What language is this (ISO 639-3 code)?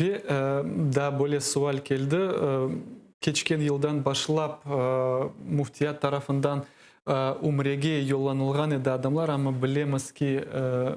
crh